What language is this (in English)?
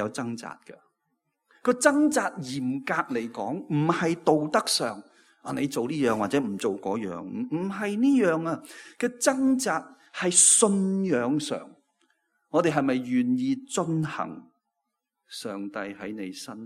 Cantonese